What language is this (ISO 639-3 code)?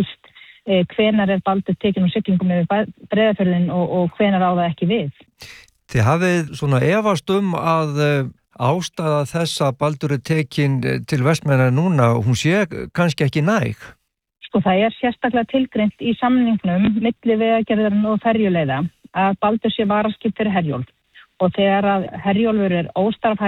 isl